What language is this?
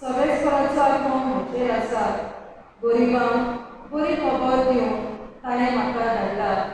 Konkani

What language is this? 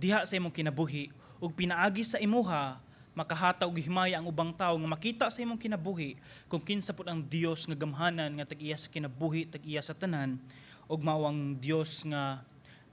Cebuano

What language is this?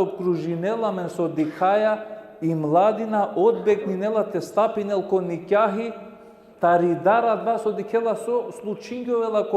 Balkan Romani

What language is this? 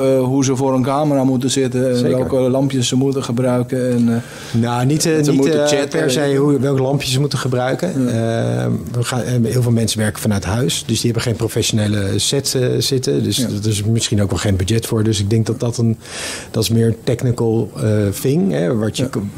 Dutch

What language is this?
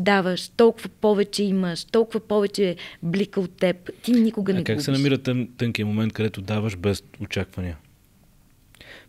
Bulgarian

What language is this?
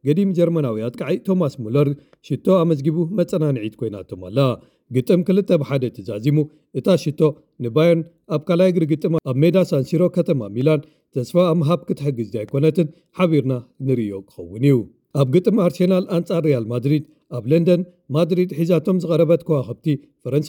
Tigrinya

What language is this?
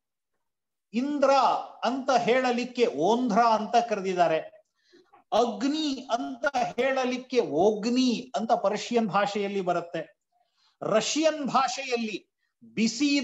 Kannada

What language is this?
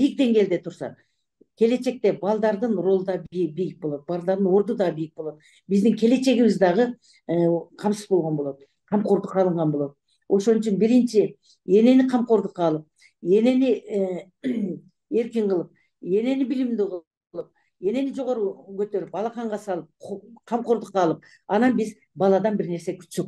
Kyrgyz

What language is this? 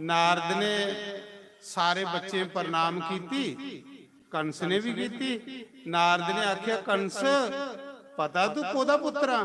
Dogri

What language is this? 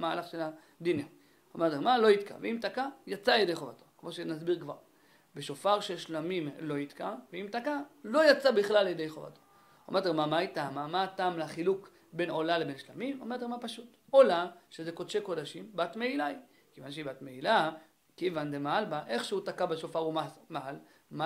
Hebrew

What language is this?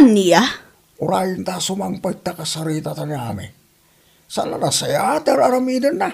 Iloko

